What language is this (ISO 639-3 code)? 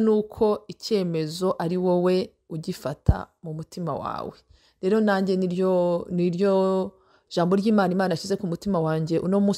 kin